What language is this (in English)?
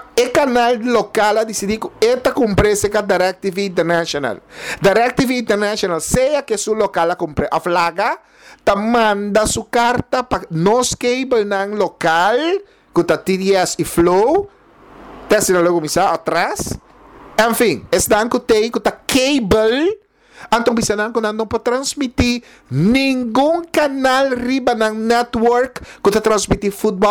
Papiamento